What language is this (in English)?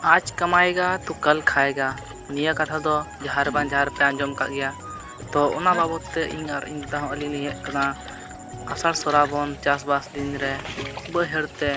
Santali